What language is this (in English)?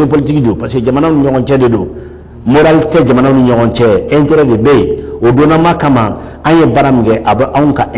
Bambara